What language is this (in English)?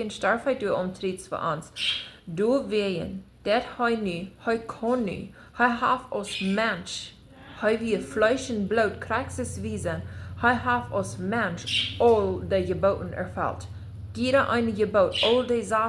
Plautdietsch